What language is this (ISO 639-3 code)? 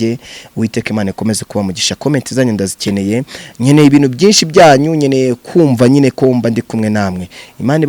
kin